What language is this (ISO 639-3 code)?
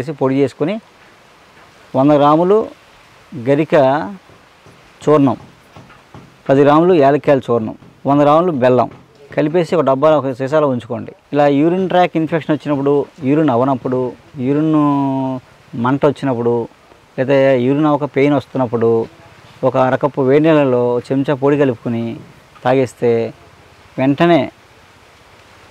tel